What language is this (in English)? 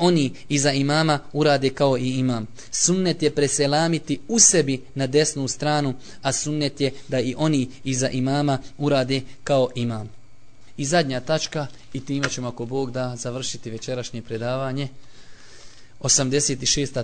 Bosnian